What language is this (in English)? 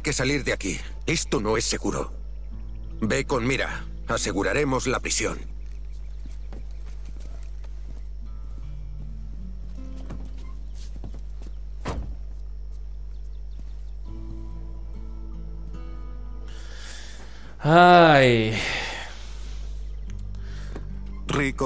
Spanish